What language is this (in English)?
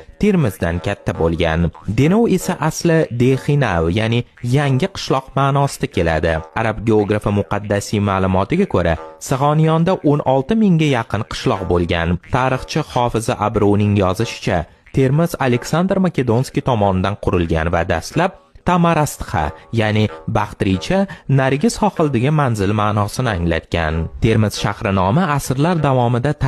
Uzbek